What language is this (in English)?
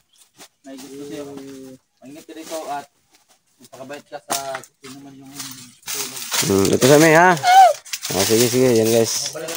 Filipino